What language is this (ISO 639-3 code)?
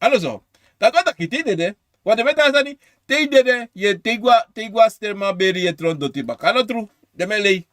srn